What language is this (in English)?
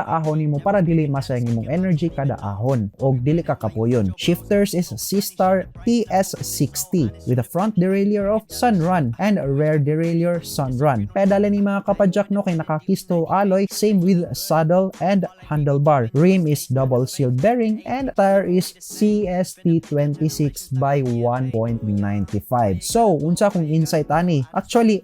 Cebuano